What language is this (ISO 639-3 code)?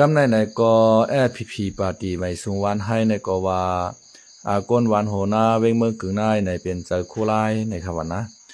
lao